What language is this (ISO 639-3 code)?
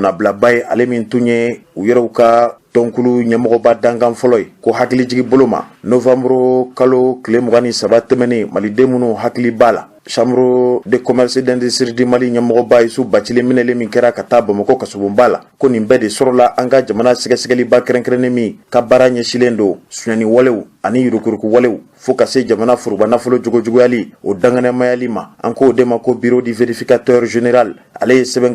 bam